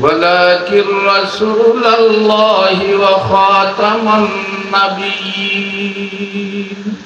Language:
Sylheti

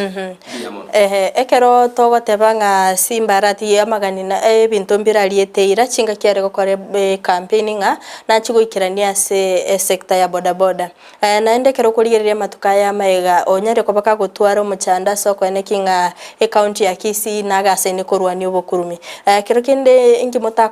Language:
Gusii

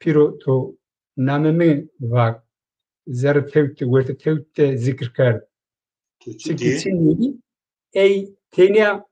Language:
Zaza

